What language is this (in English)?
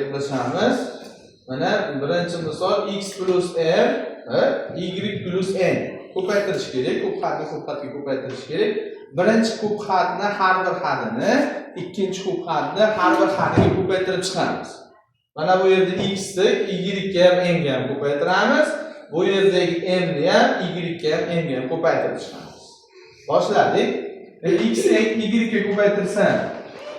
Uzbek